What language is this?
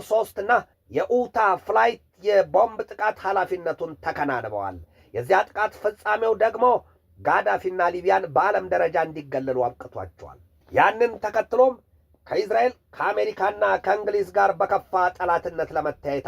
Amharic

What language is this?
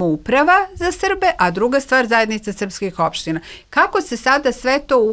Serbian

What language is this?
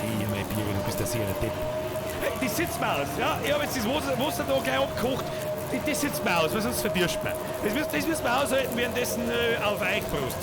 Bavarian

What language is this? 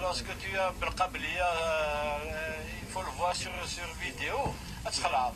Kabyle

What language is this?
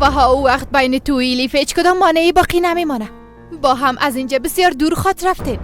Persian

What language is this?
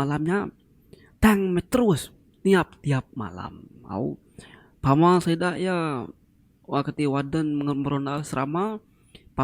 Iban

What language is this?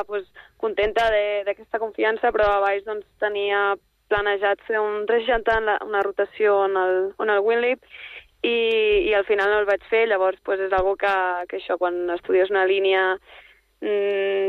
Catalan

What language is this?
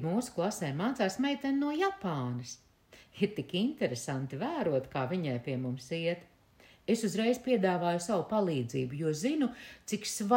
Latvian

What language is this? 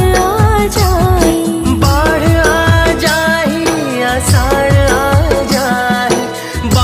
Chhattisgarhi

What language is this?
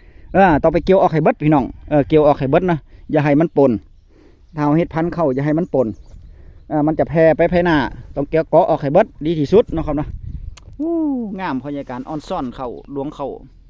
Northeastern Thai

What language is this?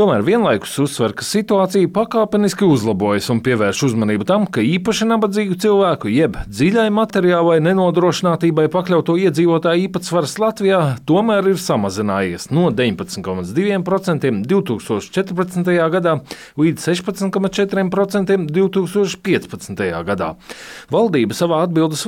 Latvian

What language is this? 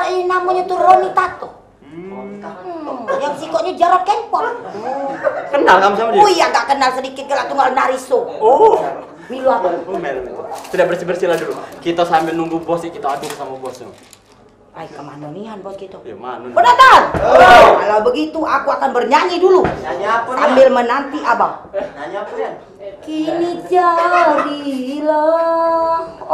Musi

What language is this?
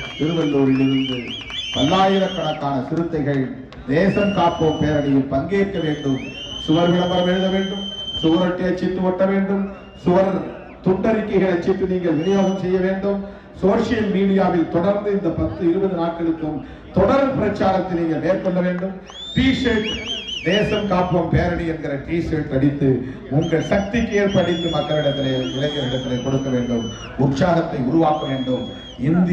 Tamil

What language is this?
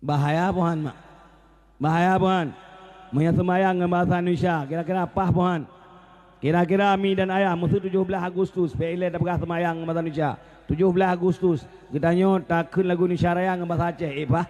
Achinese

